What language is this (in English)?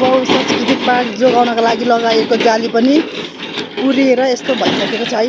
Nepali